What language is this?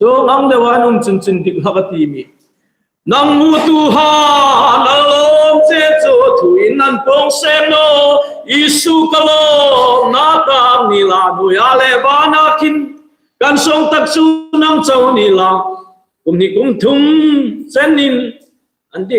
Hmar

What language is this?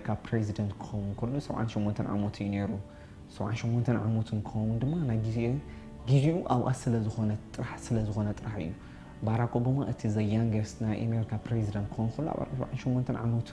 Tigrinya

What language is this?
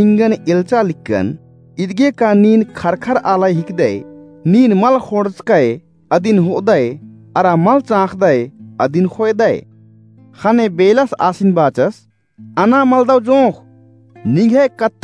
Kurukh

